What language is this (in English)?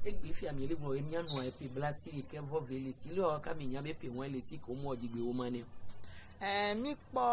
Gen